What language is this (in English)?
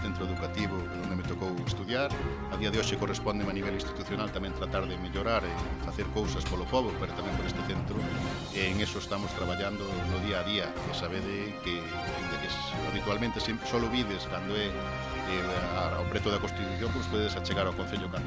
Galician